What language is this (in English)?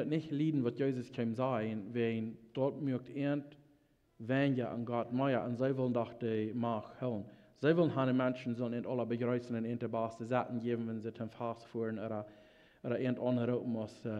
Plautdietsch